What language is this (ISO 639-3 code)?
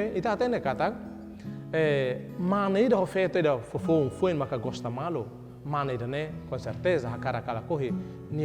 tet